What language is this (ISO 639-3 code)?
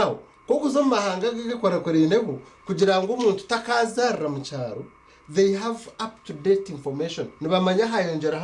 nyn